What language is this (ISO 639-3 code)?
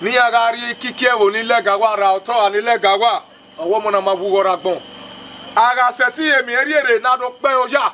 bin